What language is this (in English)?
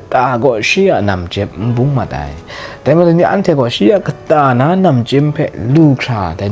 Kachin